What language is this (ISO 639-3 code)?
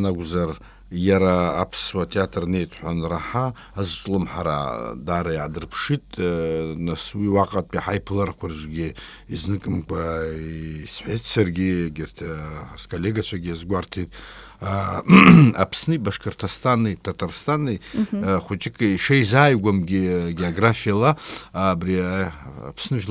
abk